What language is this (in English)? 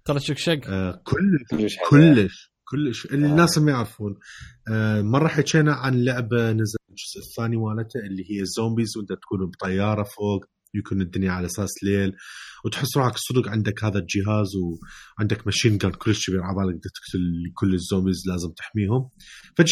Mesopotamian Arabic